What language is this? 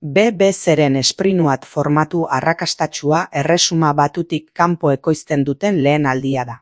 Basque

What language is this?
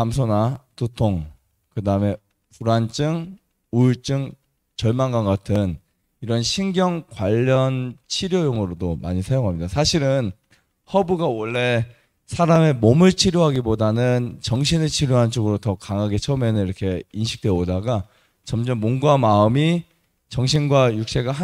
Korean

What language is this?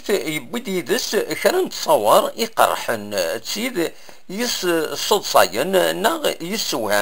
Kabyle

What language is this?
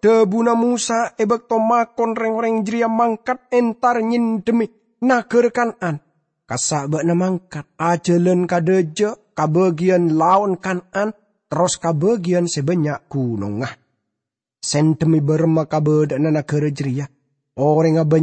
Madurese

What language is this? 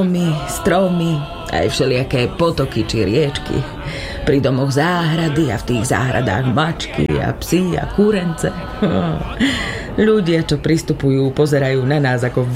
Slovak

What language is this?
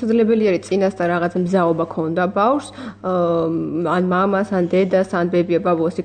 Georgian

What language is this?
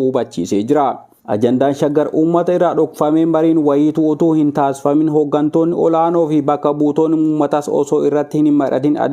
Oromo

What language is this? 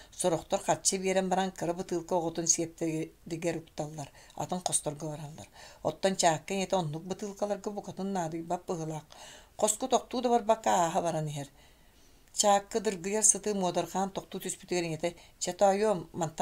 Yakut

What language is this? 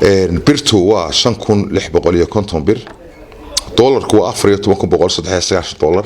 Somali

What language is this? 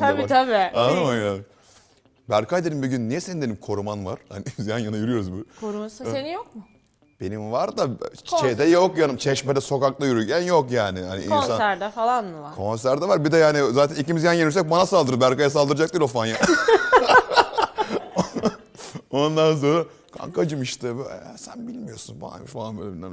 Turkish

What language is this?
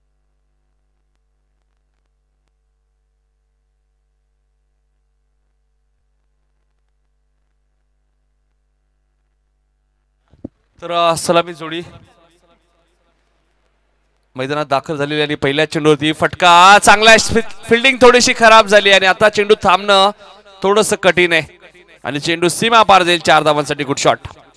Marathi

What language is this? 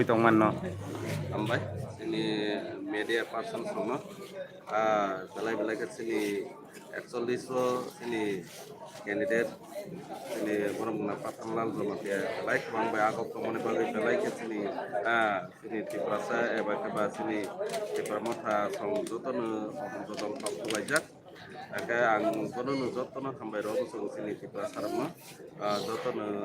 Kok Borok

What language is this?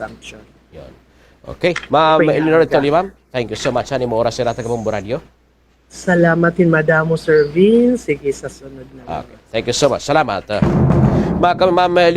Waray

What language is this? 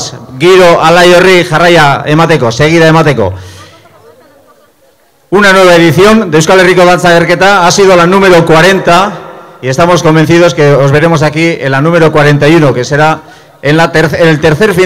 Basque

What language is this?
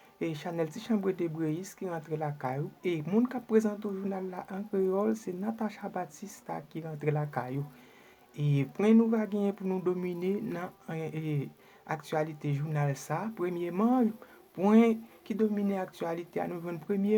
Haitian Creole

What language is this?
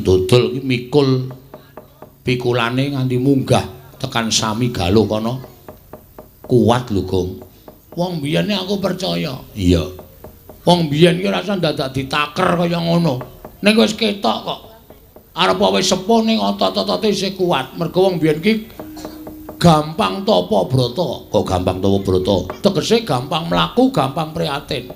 Javanese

